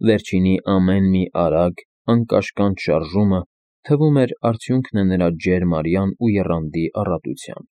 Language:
Armenian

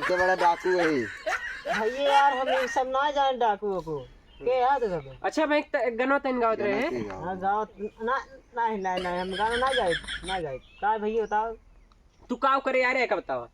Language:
Awadhi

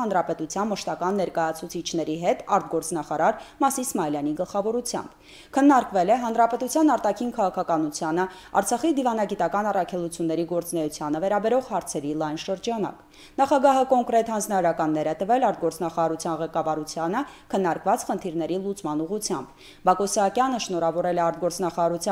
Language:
Armenian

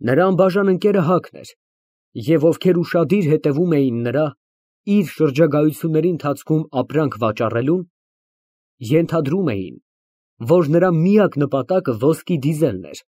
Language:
Armenian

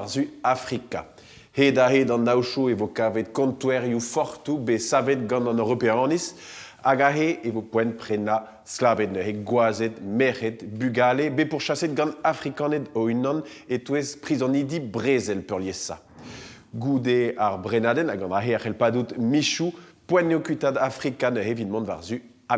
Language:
Breton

